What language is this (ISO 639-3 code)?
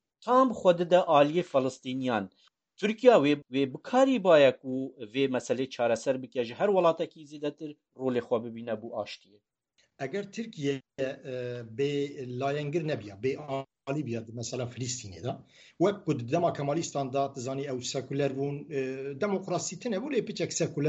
kur